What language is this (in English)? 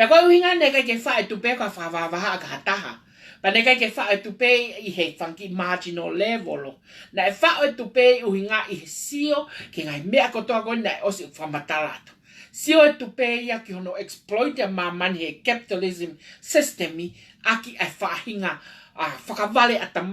Tongan